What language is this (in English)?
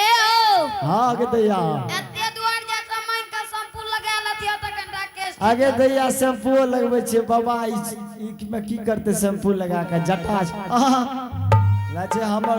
Angika